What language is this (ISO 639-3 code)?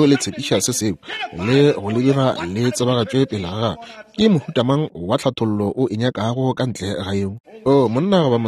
nso